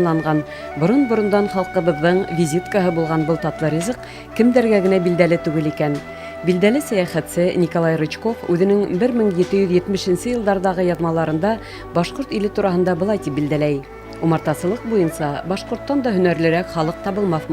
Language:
Bashkir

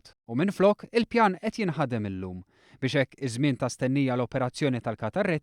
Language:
Maltese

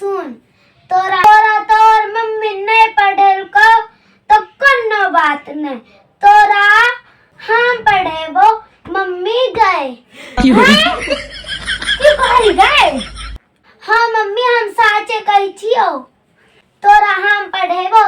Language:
Maithili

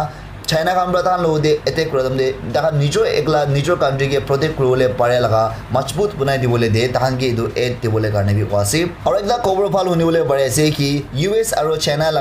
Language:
Naga Pidgin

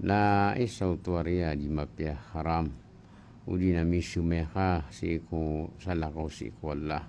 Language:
Maranao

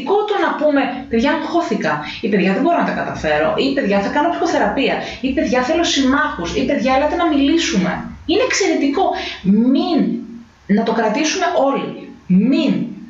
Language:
Greek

